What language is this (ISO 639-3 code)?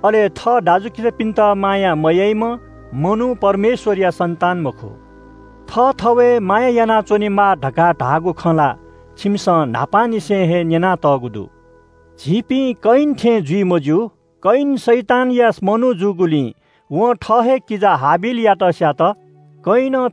new